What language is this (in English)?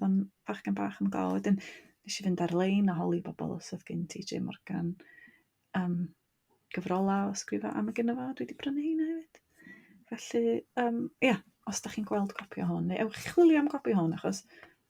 Welsh